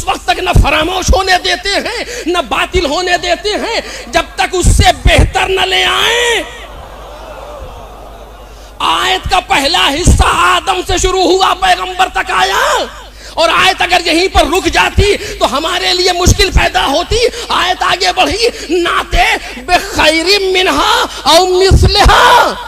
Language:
Urdu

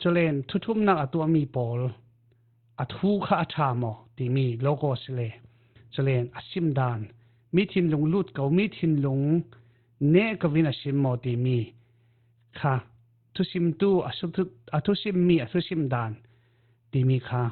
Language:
Falam Chin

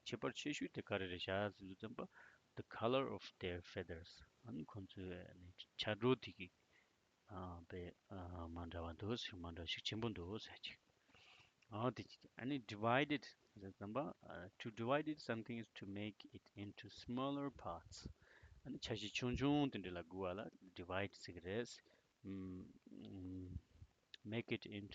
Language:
Tibetan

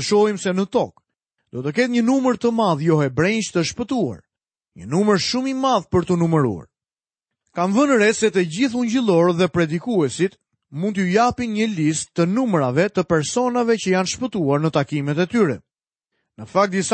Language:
Albanian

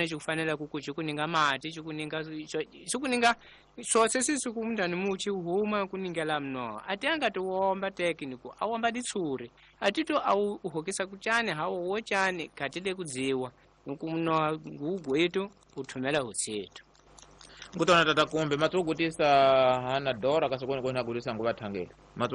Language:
Tsonga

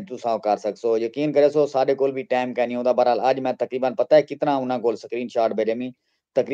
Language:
Saraiki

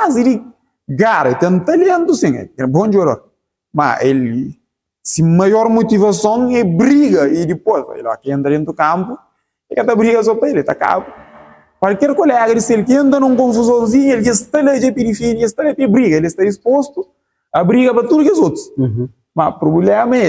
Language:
Kabuverdianu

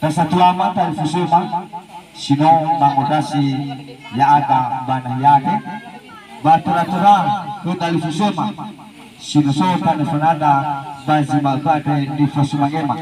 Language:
Nias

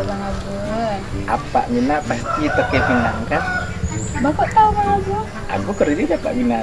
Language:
Minangkabau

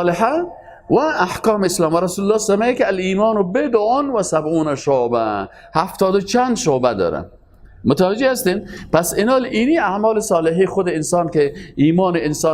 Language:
Persian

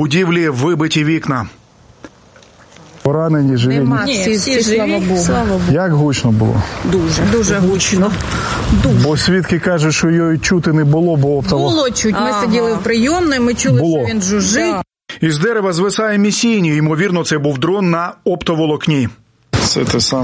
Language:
Ukrainian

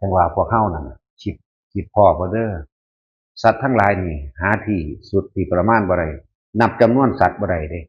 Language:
Northeastern Thai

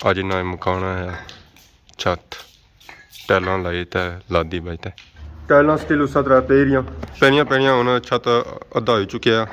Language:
Pahari-Potwari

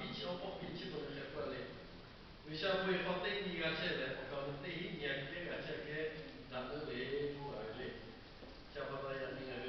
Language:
Lahu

